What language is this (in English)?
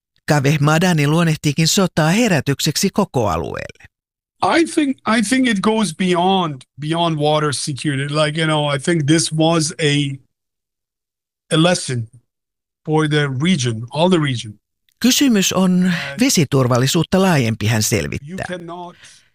Finnish